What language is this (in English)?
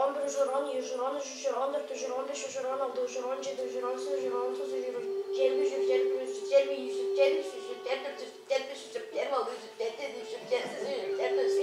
Tuvinian